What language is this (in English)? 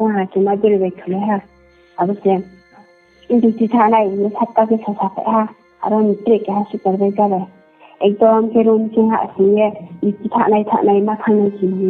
Riang (India)